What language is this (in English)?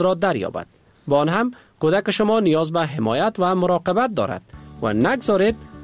Persian